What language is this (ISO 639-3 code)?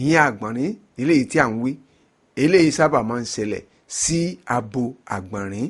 yor